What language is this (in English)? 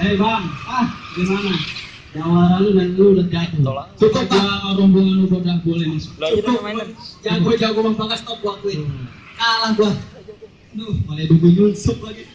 Betawi